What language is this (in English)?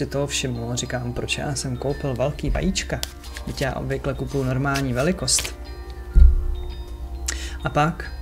Czech